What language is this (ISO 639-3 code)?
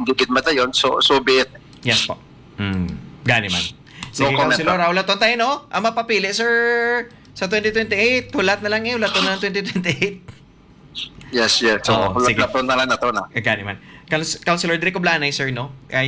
hil